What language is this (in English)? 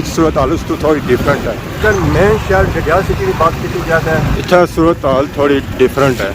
Pahari-Potwari